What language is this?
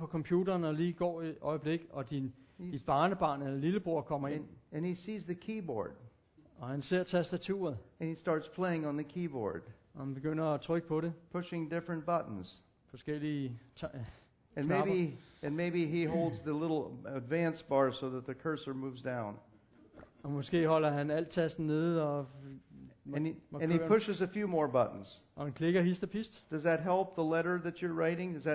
Danish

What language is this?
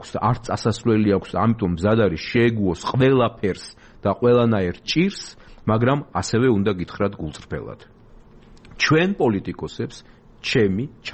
Georgian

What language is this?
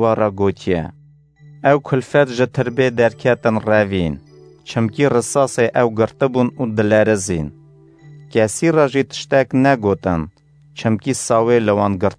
Kurdish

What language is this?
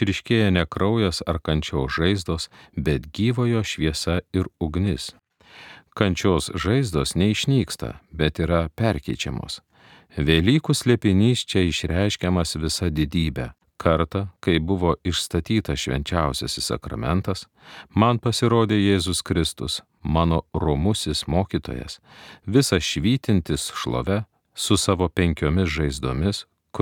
Lithuanian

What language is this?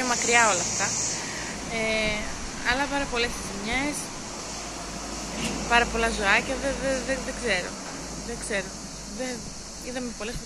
Greek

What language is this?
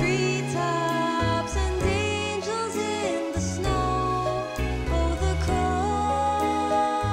English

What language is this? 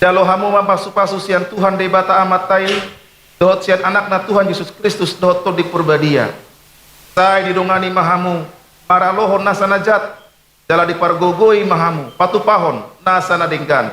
Batak Toba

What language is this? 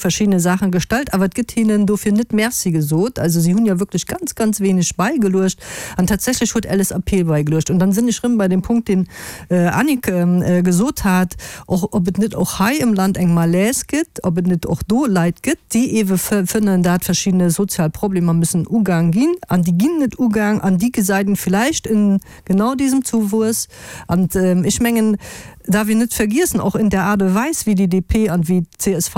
Luxembourgish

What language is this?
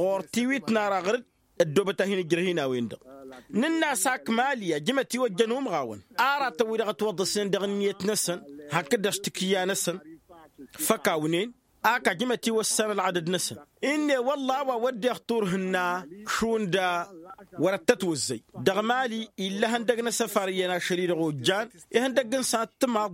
Tamasheq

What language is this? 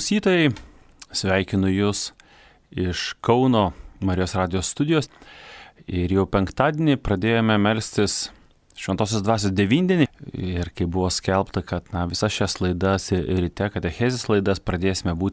Lithuanian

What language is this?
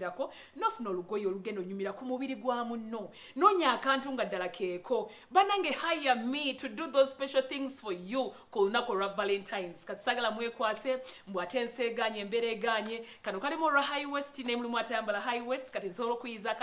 Ganda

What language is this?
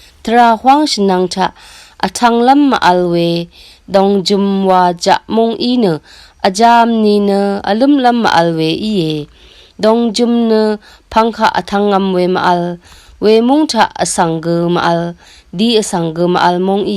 Rawang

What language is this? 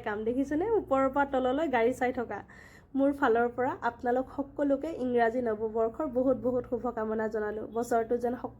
Assamese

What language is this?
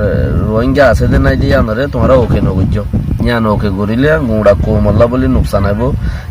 Rohingya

